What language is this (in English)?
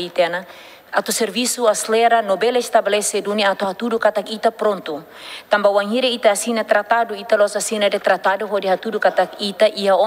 Tetum